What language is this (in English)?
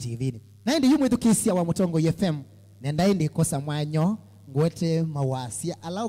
Kamba